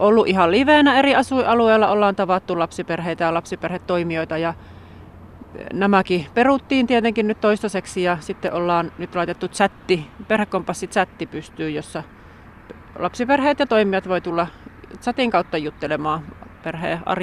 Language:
Finnish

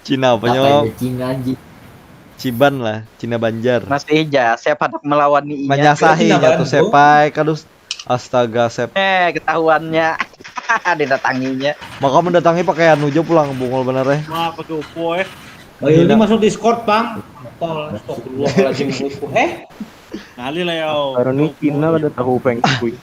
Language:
Banjar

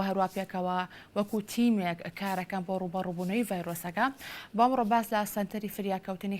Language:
Central Kurdish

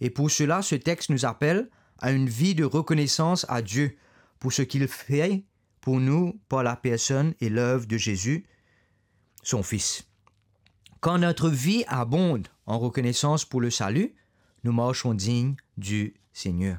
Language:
Morisyen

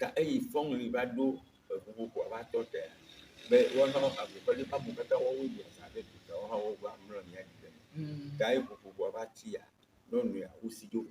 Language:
Ewe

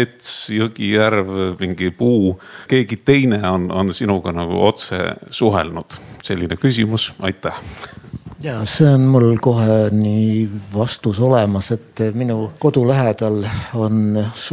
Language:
Estonian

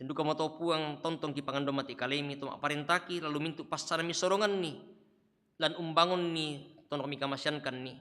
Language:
Toraja-Sa'dan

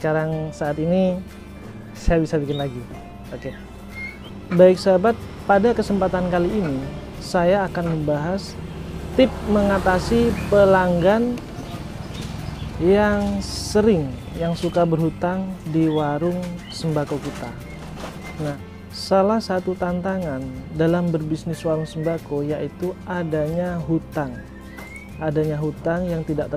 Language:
Indonesian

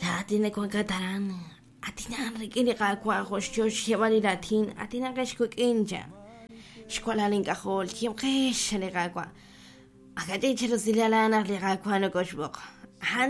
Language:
Kekchí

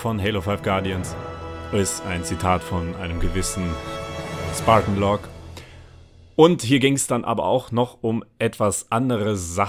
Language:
German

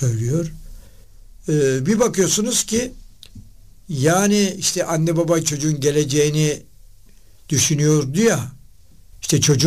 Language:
Turkish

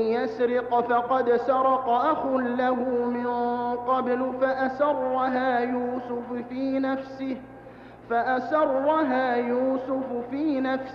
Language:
Arabic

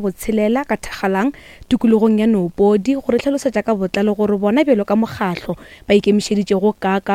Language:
Northern Sotho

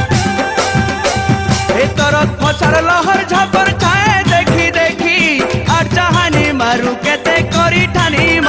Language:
Sambalpuri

